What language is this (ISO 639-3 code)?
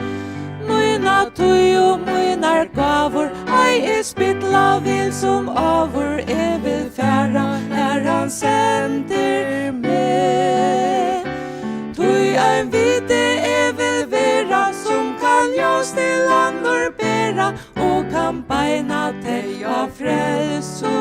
fao